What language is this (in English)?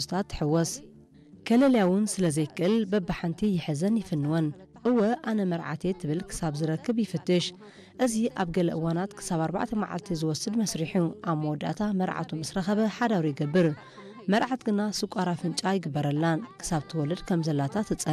Tigrinya